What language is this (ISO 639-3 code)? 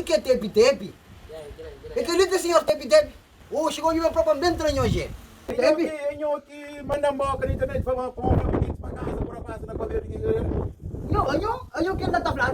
kea